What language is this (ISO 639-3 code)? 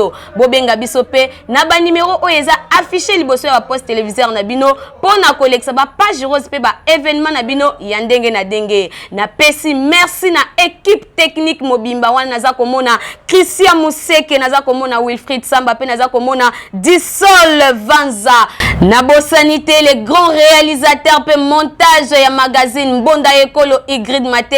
lin